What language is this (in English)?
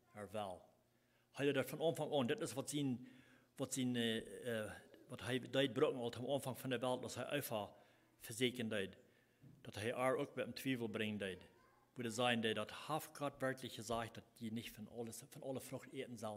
Plautdietsch